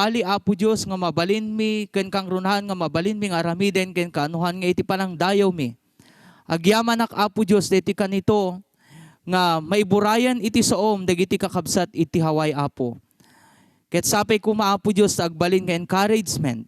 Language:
Iloko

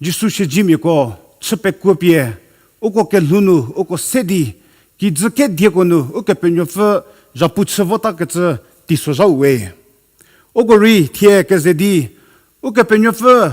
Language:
Angami Naga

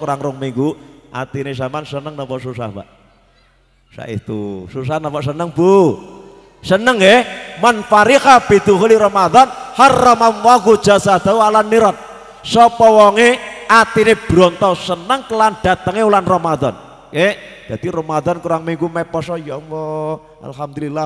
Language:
Javanese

